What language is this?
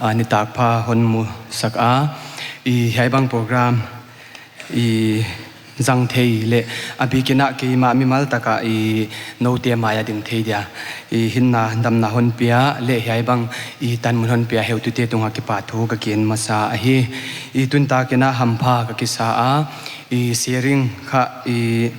Paite Chin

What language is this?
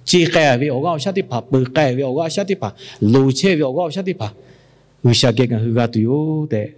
Lahu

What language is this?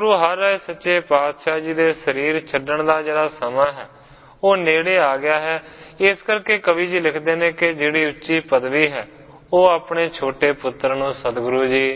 Punjabi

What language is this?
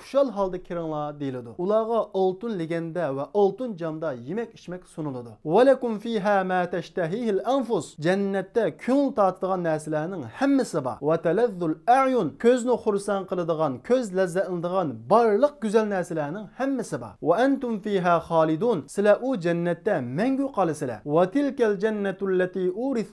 Uyghur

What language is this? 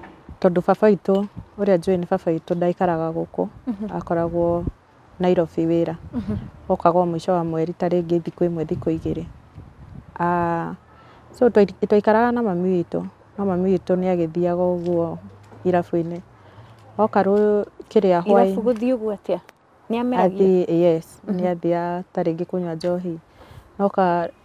Kikuyu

